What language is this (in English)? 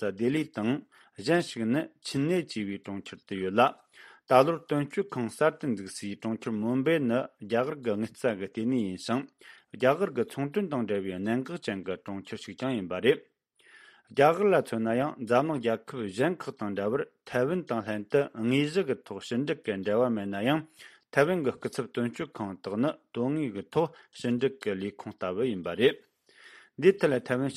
Tibetan